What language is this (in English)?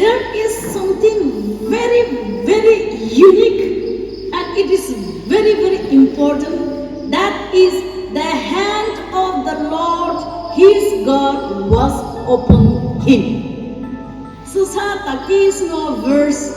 Chokri Naga